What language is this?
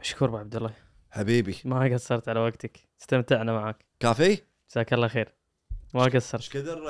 Gulf Arabic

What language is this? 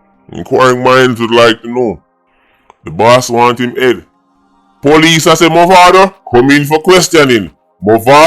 Jamaican Creole English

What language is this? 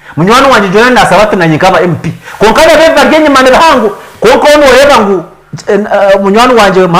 Nyankole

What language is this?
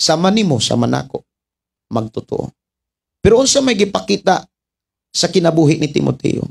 Cebuano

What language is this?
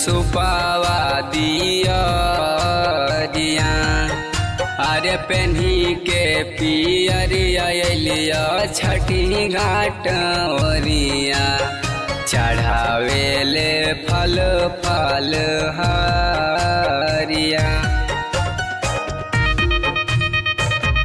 Bhojpuri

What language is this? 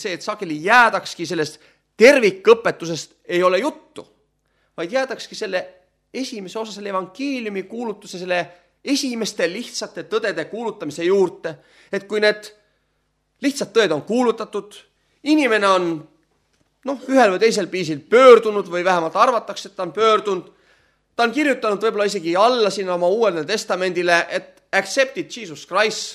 Estonian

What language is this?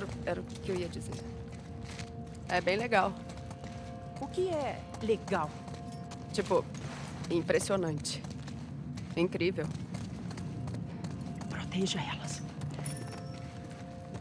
Portuguese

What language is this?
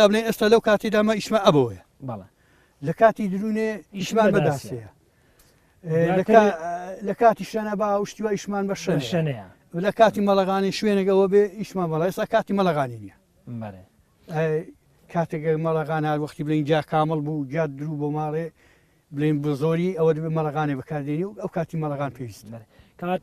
Central Kurdish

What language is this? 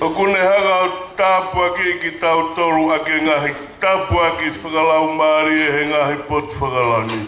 Tongan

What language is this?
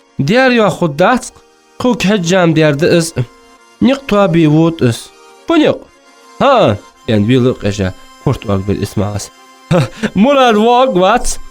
Ingush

